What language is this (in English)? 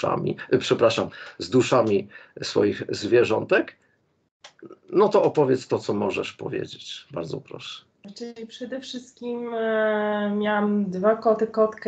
Polish